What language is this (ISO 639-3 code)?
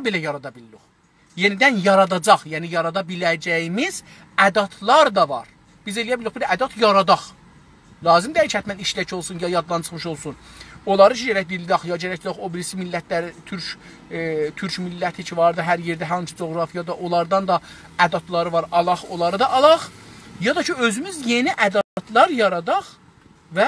azb